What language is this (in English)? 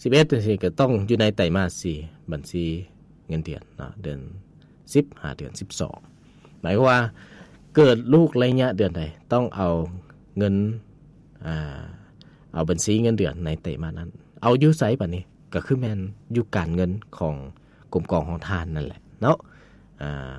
Lao